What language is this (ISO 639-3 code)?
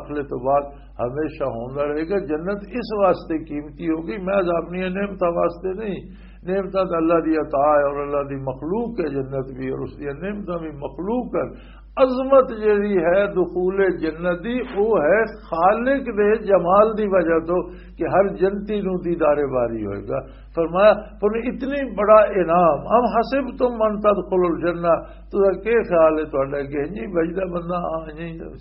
lah